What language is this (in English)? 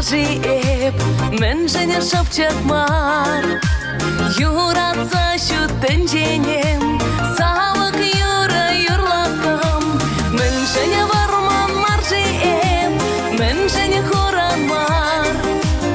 Chuvash